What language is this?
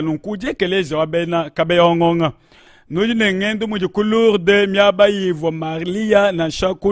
Luba-Lulua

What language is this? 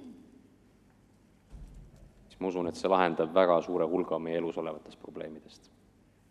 Estonian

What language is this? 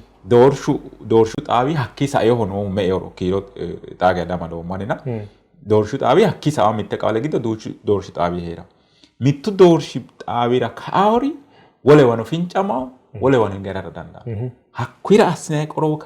Sidamo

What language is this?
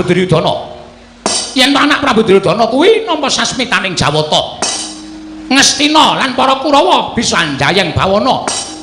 Javanese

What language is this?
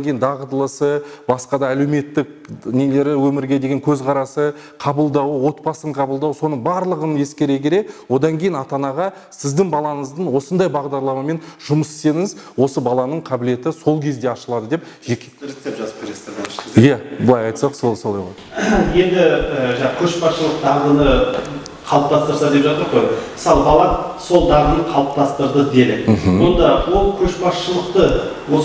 Kazakh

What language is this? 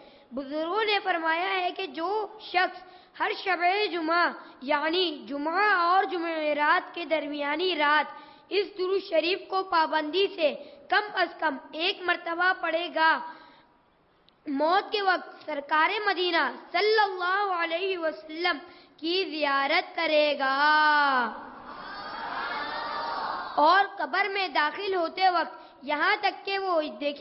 Urdu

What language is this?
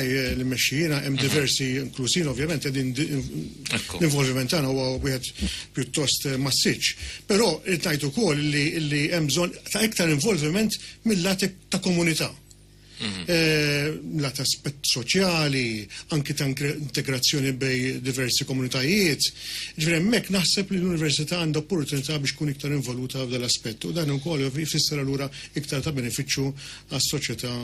Maltese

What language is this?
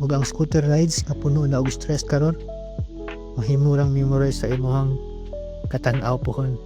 Cebuano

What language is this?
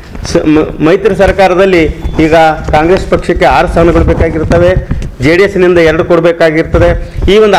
Kannada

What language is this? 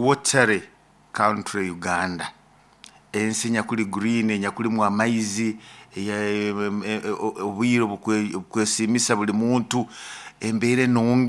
Nyoro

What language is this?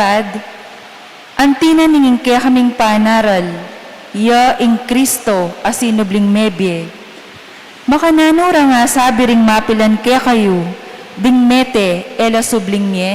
Pampanga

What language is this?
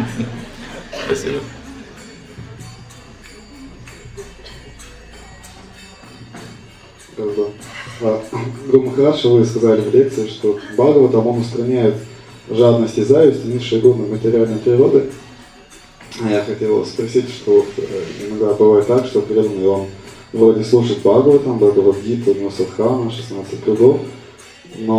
Russian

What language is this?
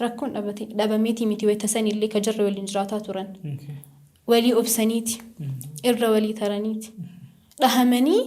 Oromo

